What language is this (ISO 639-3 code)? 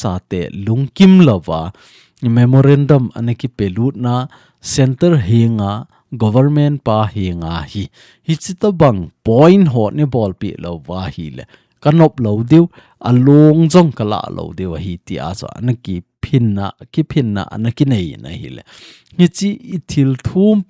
tcz